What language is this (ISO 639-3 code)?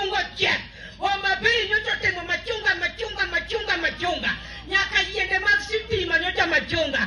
luo